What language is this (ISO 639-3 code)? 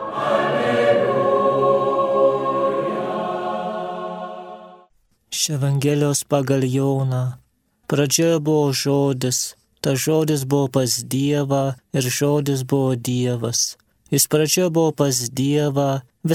lit